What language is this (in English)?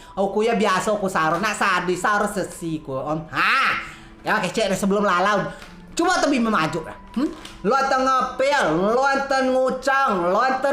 Rejang